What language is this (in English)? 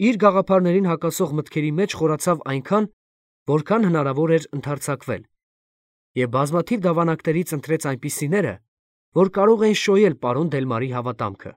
Armenian